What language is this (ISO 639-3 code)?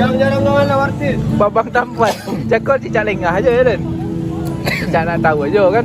min